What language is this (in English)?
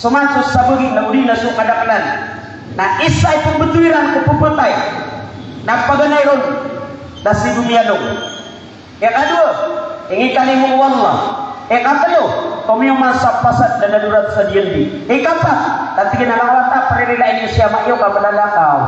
Maranao